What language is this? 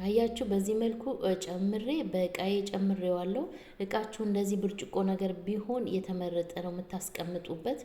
Amharic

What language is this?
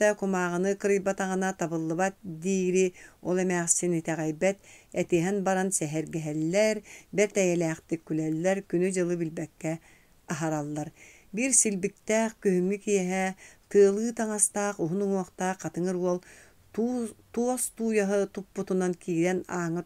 Yakut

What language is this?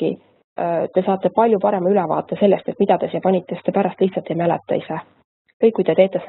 Estonian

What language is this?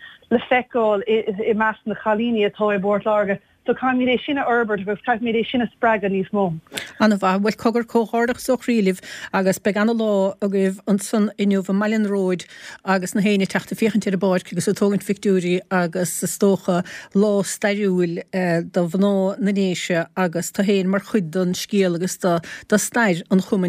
Irish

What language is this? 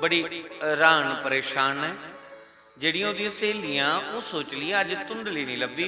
Dogri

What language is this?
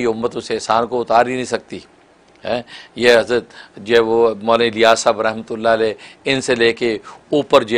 Urdu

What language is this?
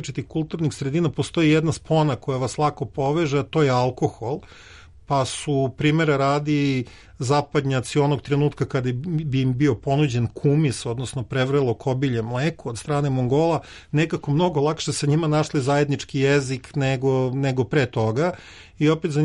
Serbian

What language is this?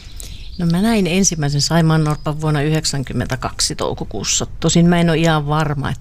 Finnish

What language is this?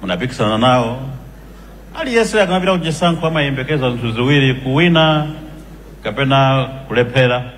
Nyanja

